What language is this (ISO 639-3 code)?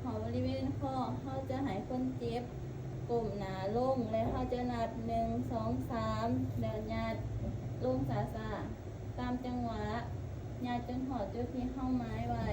lao